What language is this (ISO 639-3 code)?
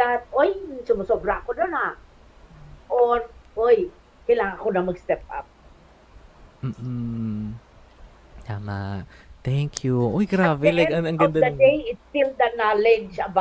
fil